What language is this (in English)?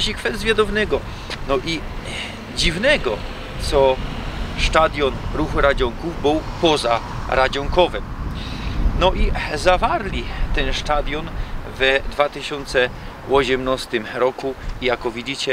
Silesian